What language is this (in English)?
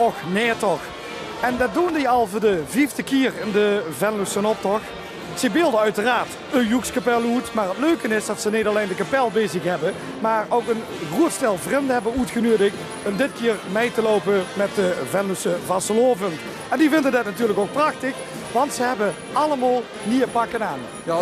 Limburgish